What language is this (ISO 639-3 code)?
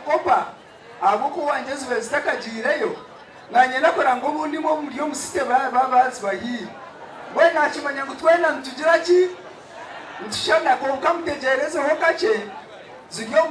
nyn